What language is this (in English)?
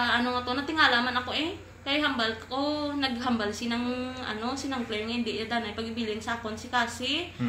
Hiligaynon